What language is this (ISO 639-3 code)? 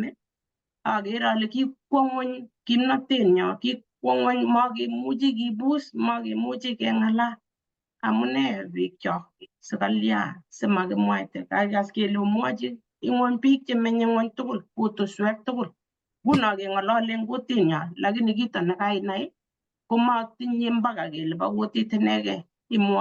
kln